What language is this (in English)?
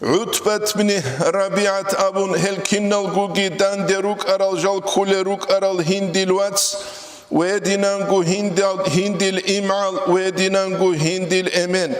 Avaric